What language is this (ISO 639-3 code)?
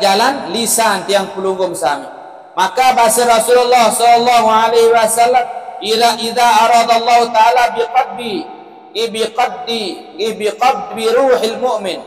sas